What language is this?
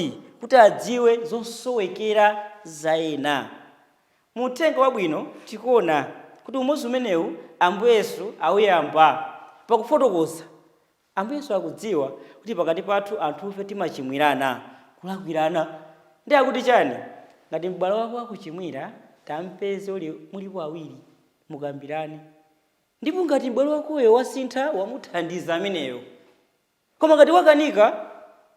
Nyanja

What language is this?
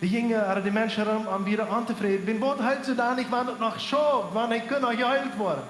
Plautdietsch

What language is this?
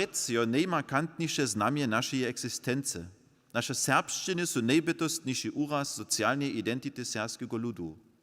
Upper Sorbian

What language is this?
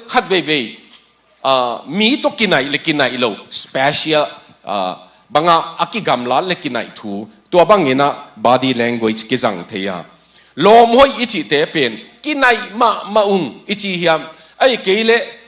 Tedim Chin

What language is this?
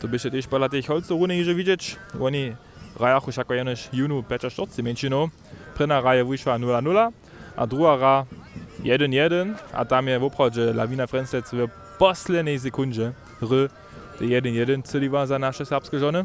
Upper Sorbian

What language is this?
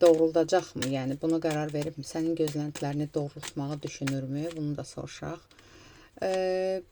Azerbaijani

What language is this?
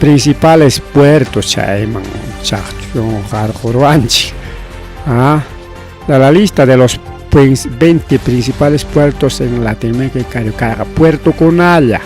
Ayacucho Quechua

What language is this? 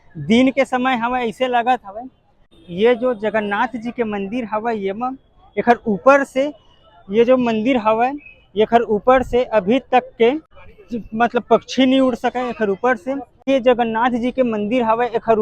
Chhattisgarhi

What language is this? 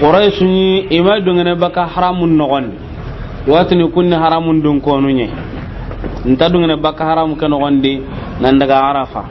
Soninke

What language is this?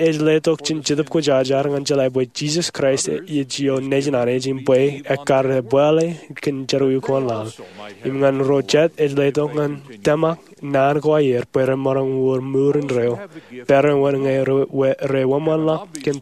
Marshallese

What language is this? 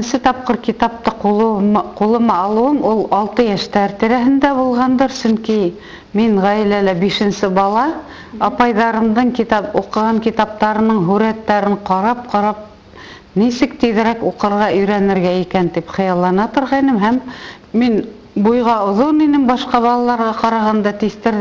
Bashkir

